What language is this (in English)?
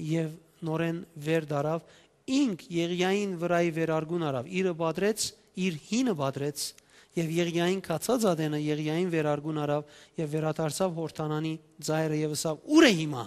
Western Armenian